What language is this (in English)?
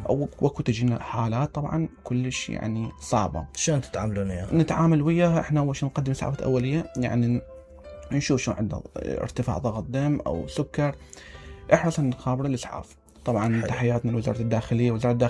Mesopotamian Arabic